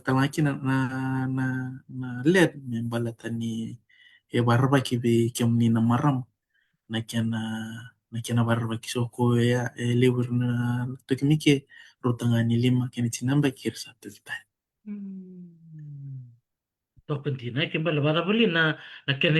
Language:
Fijian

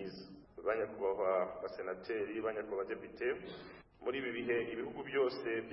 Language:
Kinyarwanda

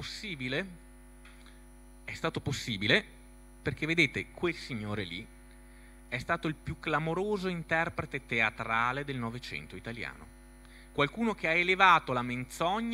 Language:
Italian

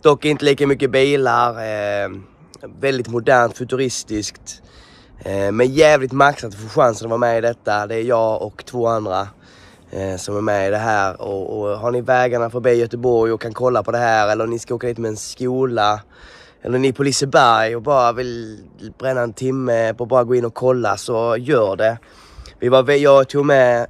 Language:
Swedish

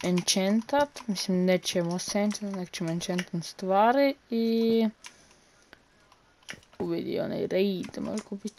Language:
Croatian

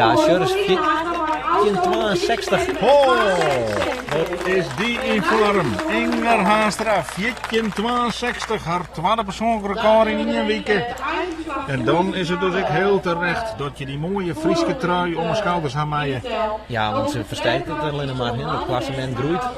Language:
Western Frisian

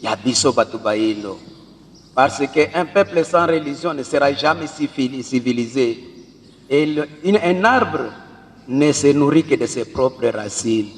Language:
Lingala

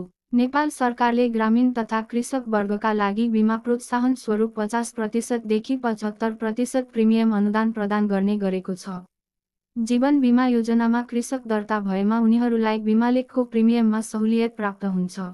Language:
Nepali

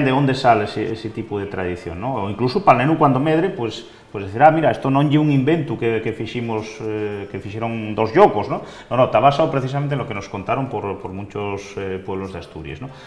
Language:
Asturian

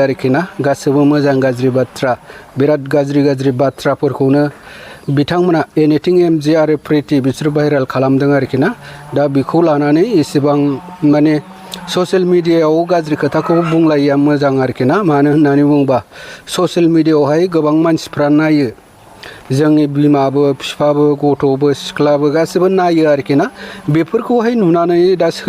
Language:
Bodo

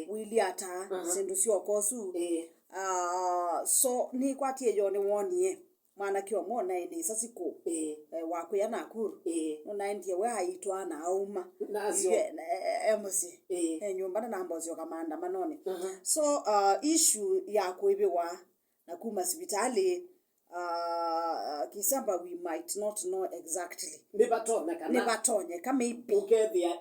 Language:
Kamba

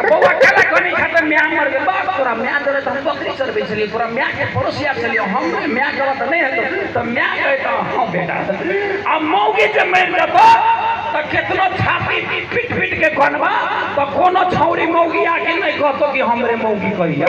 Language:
Maithili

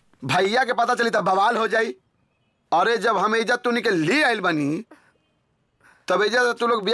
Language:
Bhojpuri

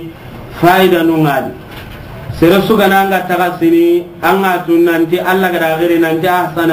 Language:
Soninke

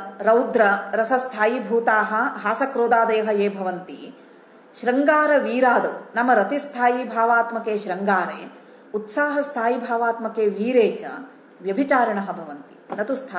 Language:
Sanskrit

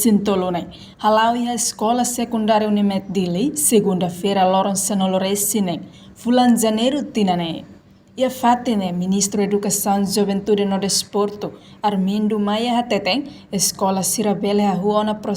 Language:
Tetum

